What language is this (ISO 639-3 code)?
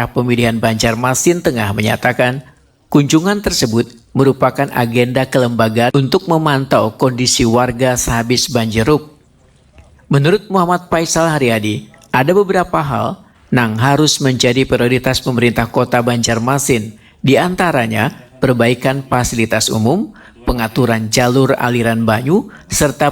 bjn